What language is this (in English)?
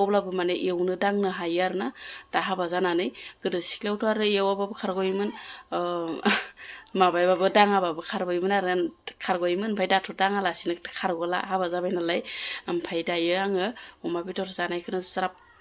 Bodo